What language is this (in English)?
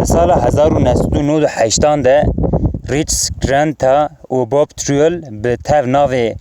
Kurdish